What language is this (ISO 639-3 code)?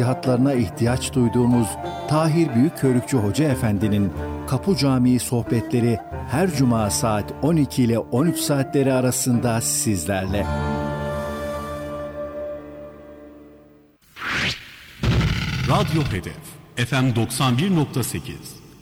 tur